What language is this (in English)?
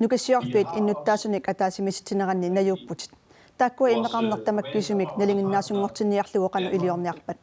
Kalaallisut